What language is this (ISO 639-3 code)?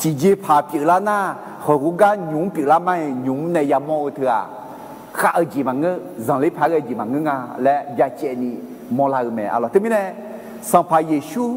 ahk